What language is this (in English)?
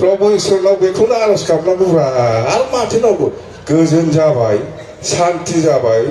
Bodo